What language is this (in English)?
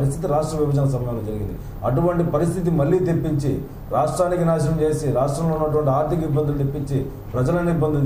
Telugu